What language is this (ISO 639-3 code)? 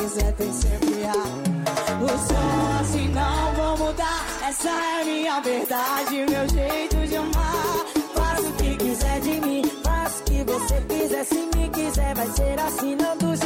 por